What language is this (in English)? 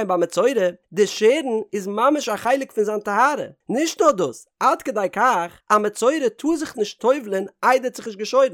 Yiddish